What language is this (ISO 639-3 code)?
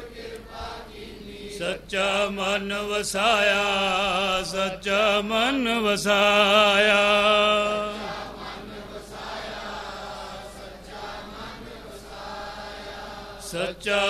pan